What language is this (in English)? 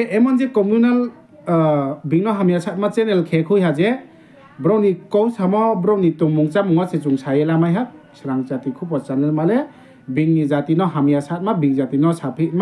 Riang (India)